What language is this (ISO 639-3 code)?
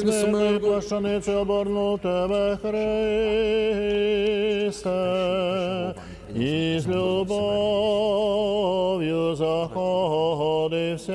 ukr